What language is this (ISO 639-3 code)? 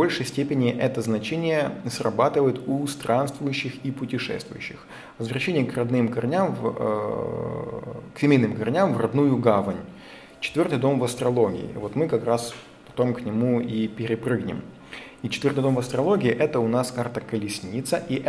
rus